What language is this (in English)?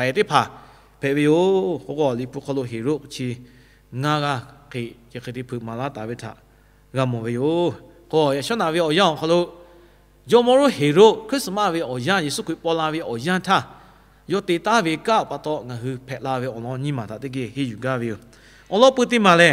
Lahu